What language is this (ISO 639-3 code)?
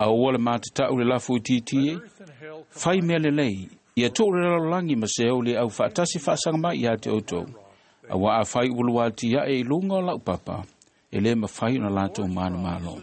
smo